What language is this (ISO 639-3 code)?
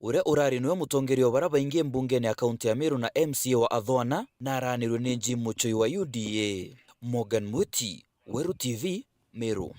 mer